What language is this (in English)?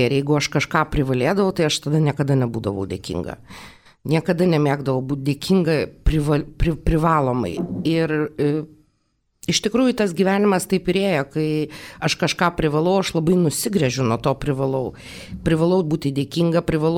Lithuanian